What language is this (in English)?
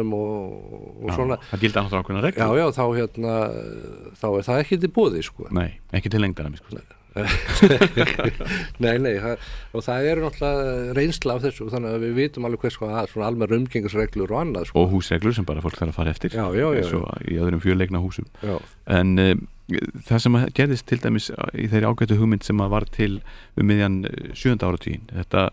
Icelandic